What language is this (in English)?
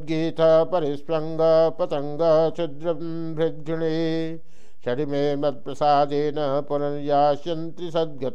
Sanskrit